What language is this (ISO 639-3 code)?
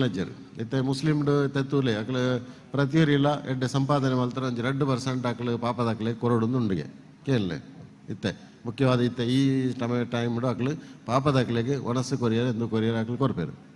tcy